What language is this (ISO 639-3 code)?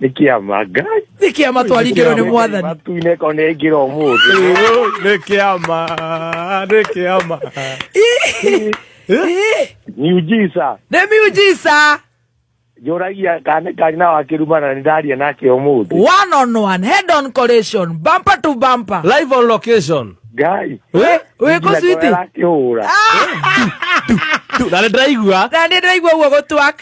kik